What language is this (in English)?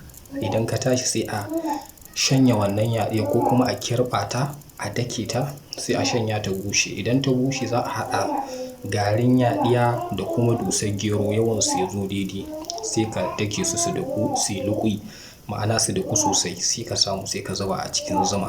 Hausa